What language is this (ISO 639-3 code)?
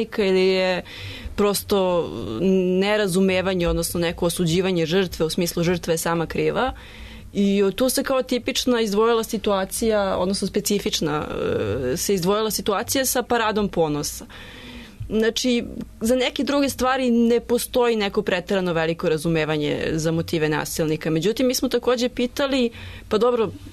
srp